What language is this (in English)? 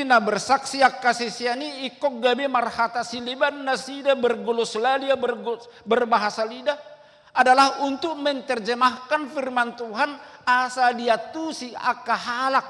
Batak Toba